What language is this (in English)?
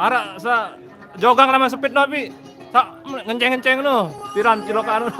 Sasak